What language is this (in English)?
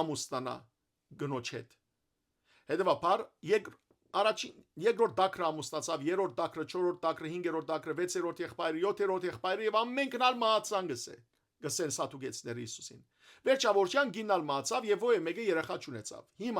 Western Armenian